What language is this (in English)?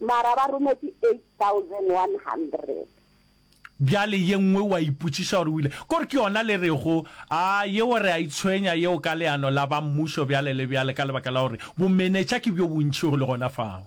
Northern Sotho